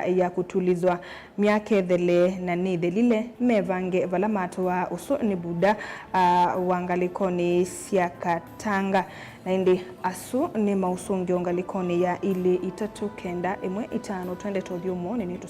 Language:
Kamba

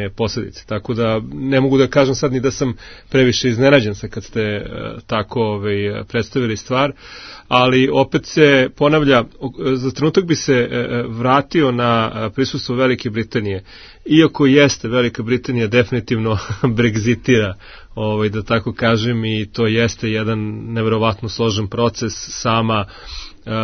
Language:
Serbian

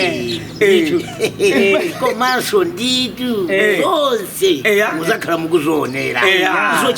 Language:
Nyanja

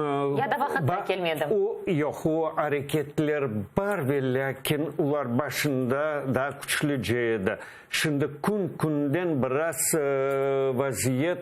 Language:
Crimean Tatar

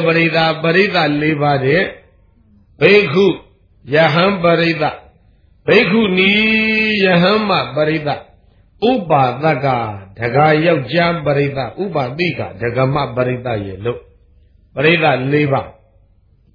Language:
Burmese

